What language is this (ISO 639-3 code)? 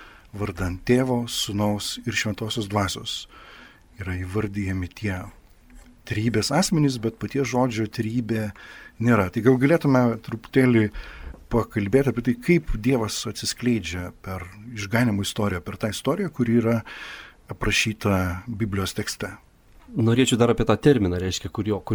lit